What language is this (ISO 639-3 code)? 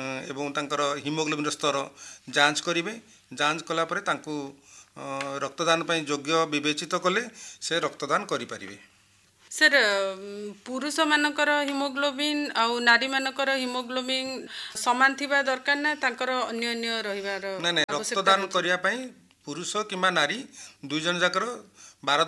ori